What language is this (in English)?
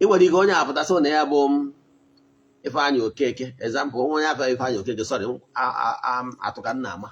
Igbo